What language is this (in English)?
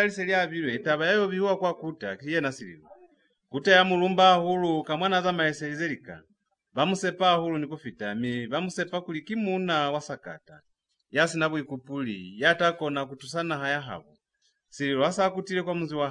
Lozi